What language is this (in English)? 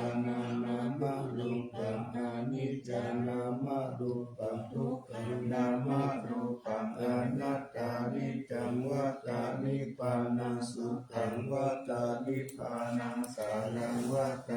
Pali